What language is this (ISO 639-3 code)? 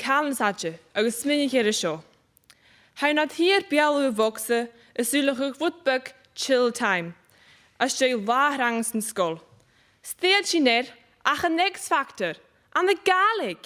gla